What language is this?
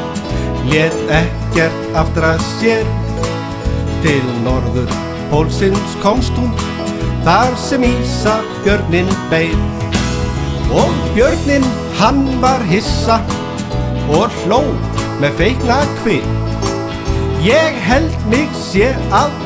Icelandic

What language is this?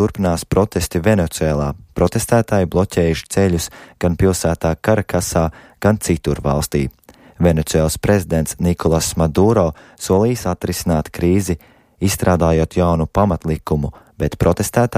Latvian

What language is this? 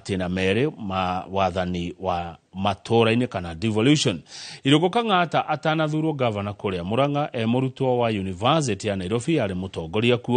Kikuyu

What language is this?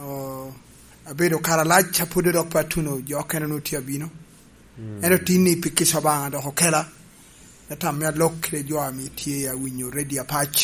Lango (Uganda)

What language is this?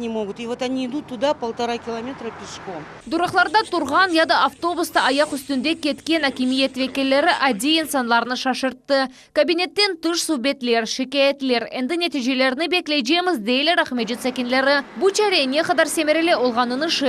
Crimean Tatar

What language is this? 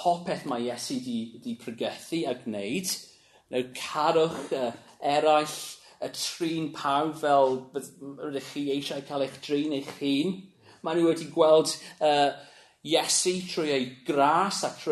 Welsh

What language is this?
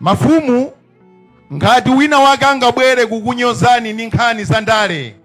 Nyanja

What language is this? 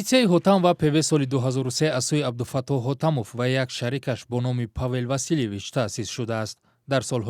Tajik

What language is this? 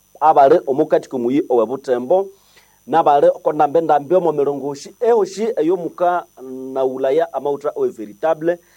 Nande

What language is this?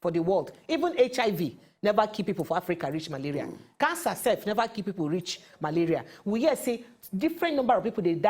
Nigerian Pidgin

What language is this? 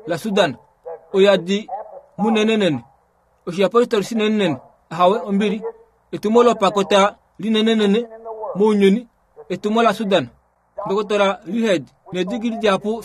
Kuanyama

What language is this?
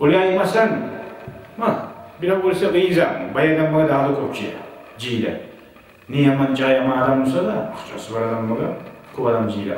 Kumyk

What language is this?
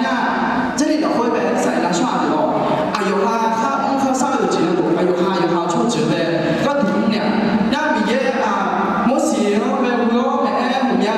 Akha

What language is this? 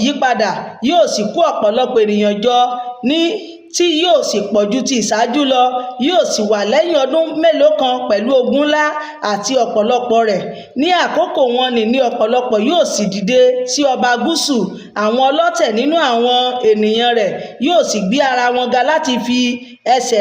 Yoruba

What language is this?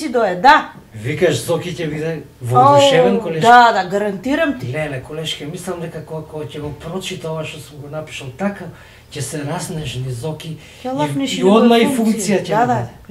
Macedonian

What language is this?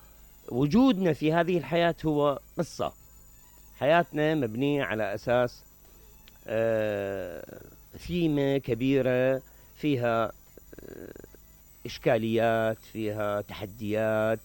Mesopotamian Arabic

